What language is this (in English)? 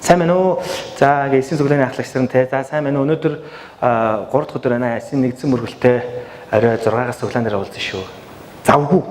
Mongolian